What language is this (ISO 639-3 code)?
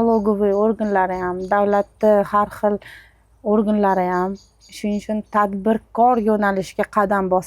uzb